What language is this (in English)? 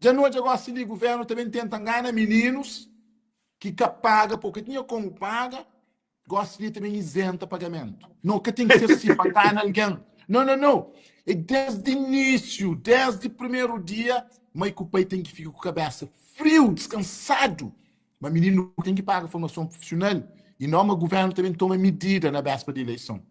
Kabuverdianu